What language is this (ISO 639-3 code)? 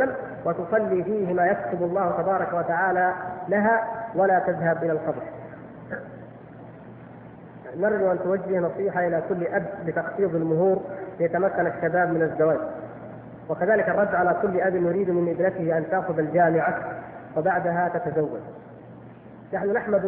ara